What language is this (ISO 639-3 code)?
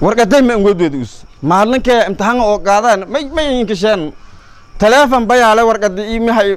som